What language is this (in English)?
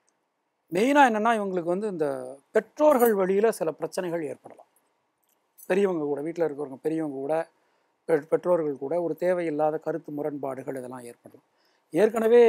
Tamil